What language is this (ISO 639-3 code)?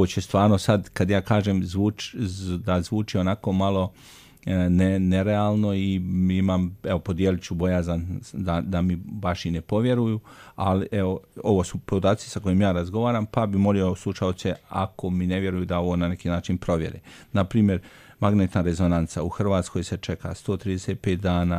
hrv